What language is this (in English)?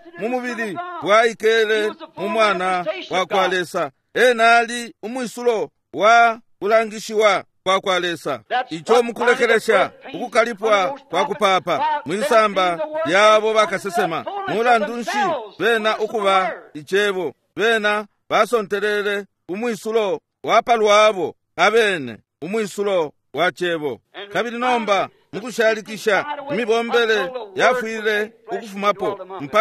Bemba